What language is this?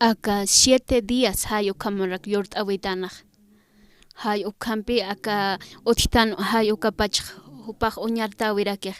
Aymara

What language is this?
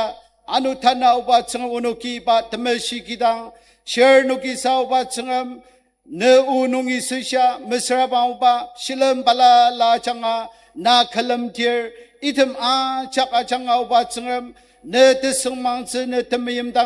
Ao Naga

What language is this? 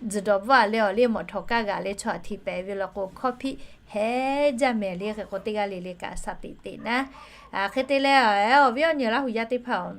Lahu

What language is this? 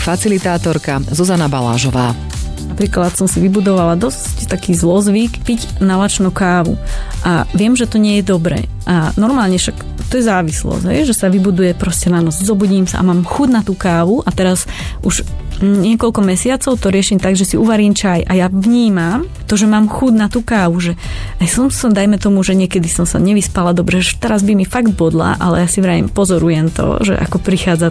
Slovak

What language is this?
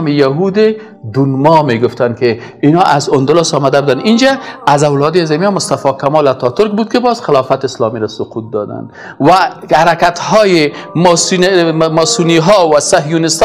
Persian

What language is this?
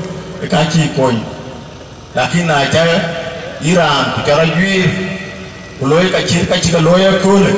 Dinka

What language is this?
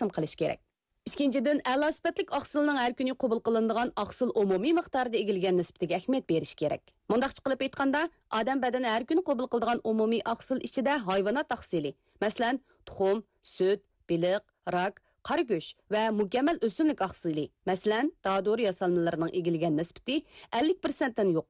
Uyghur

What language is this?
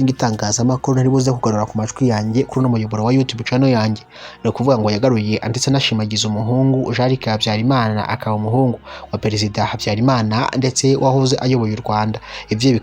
Kinyarwanda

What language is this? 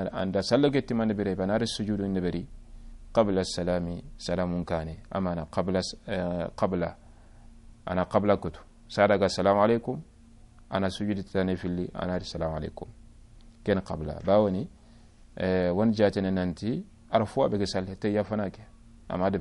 Soninke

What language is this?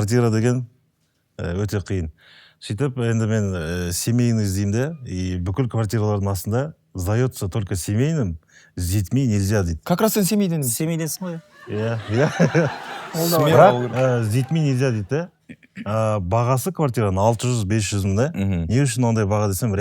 Kazakh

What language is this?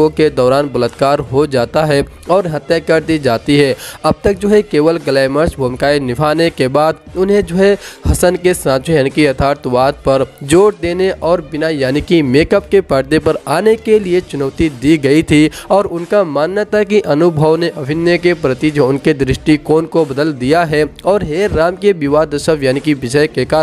Hindi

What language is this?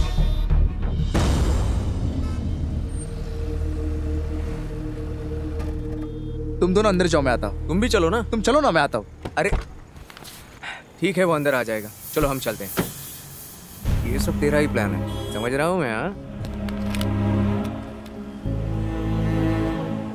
Hindi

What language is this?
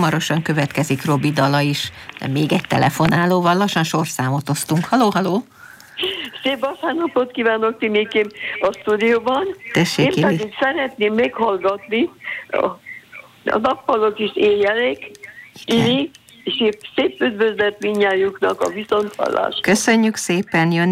Hungarian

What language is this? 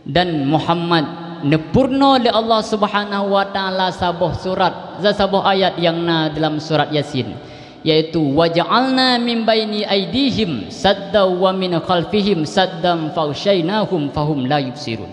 Achinese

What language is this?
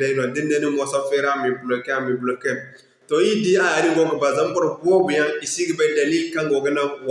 Zarma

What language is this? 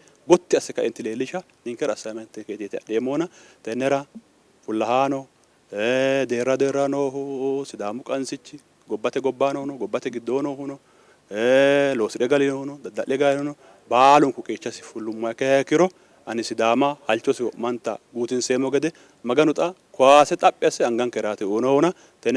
Sidamo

